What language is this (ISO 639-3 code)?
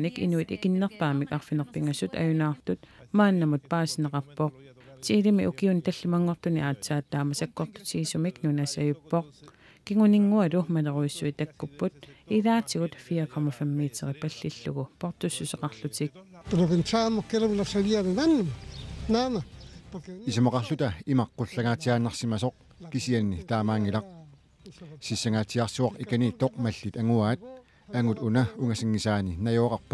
kal